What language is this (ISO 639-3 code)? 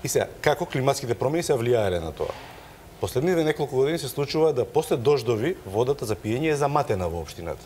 mkd